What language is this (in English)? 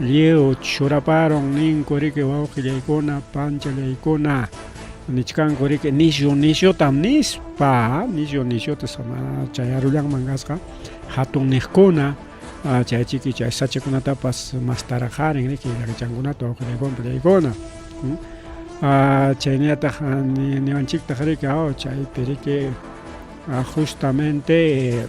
Ayacucho Quechua